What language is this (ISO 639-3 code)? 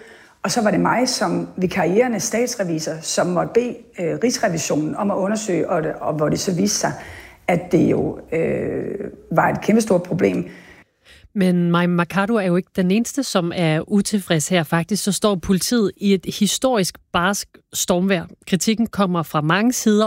dan